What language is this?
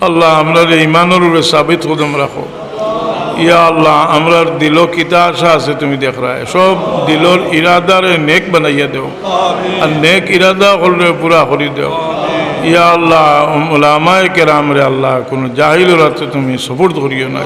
Sylheti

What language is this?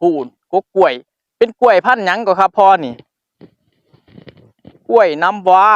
Northeastern Thai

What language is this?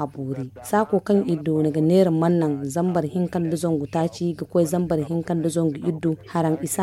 Zarma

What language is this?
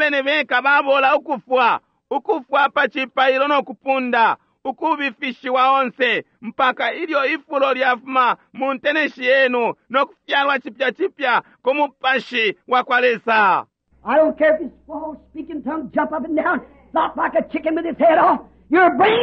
Bemba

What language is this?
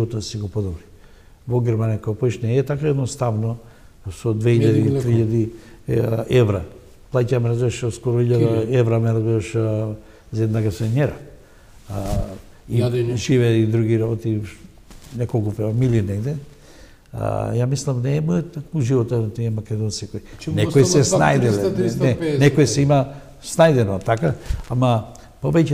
Macedonian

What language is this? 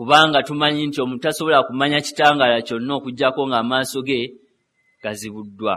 Ganda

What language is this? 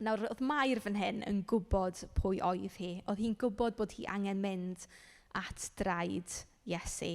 Welsh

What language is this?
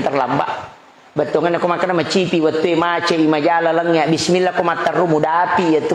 Buginese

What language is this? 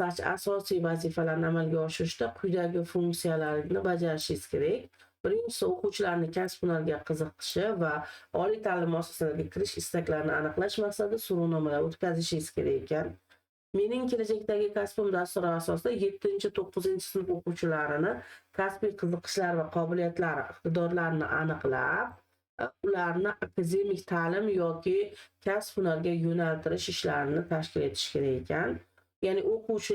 Uzbek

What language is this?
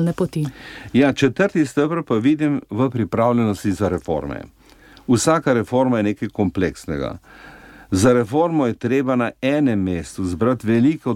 Slovenian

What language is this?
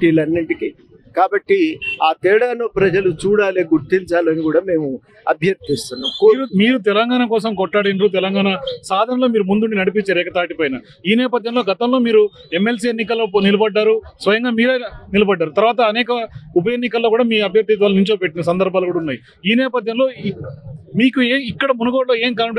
Telugu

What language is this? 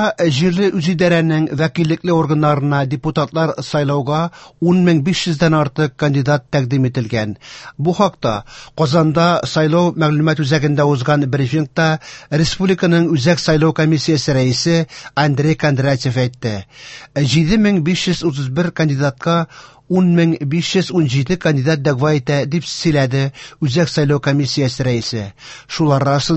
Tatar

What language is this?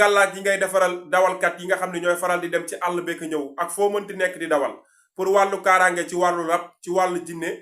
Wolof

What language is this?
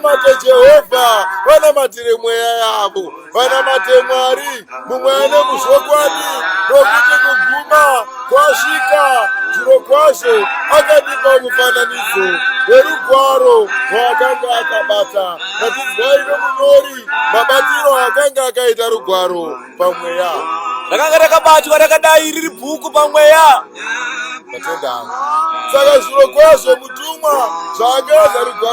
Shona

